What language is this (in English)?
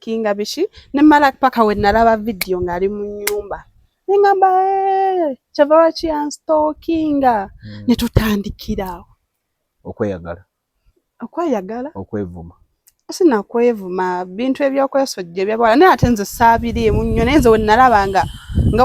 Ganda